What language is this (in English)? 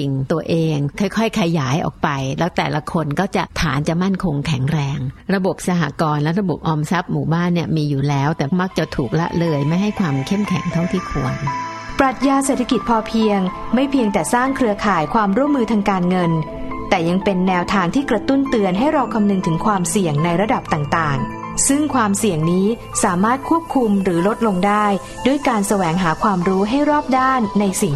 Thai